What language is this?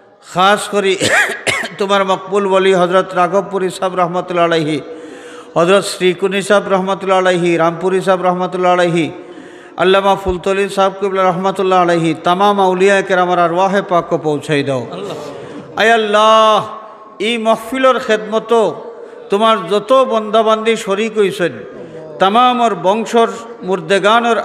Sylheti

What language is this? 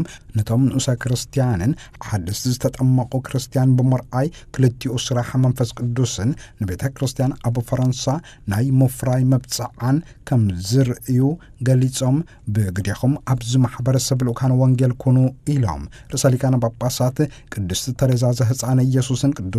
Tigrinya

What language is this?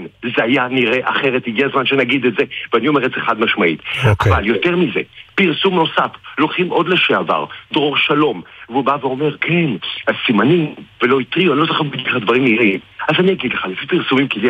Hebrew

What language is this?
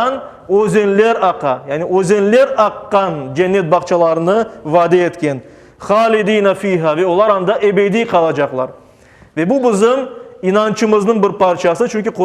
Crimean Tatar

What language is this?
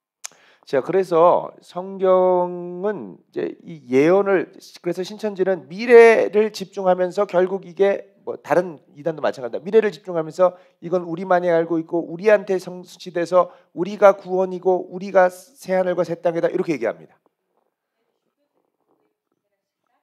Korean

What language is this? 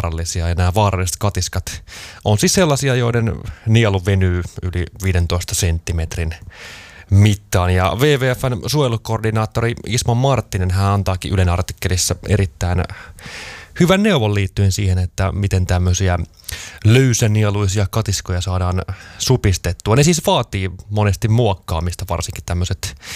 Finnish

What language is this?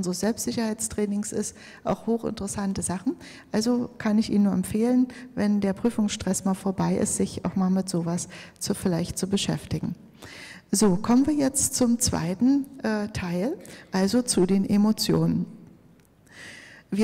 German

